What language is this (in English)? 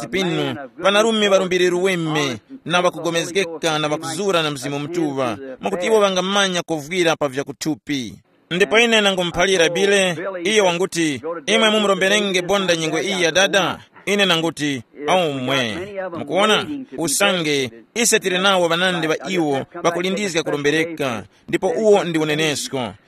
Tumbuka